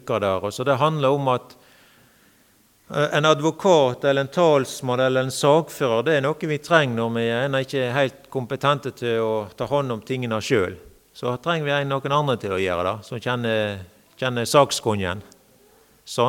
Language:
Norwegian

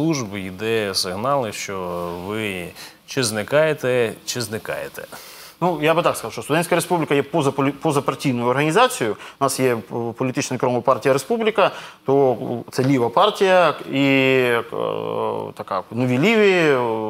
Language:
Ukrainian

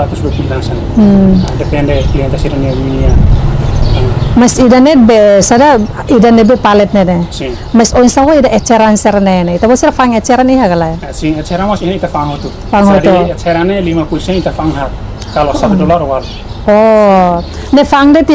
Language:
Tetum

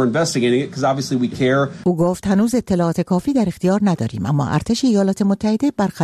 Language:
Persian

